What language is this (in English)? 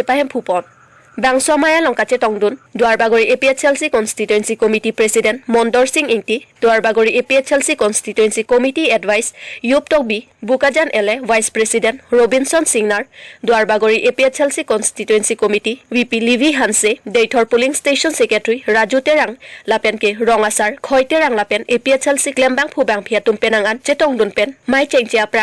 Karbi